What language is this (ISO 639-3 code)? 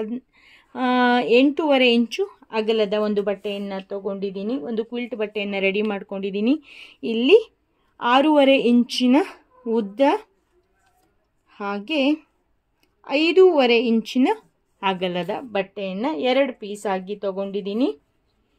kan